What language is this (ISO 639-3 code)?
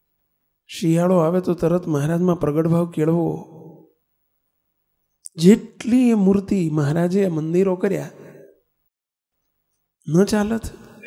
guj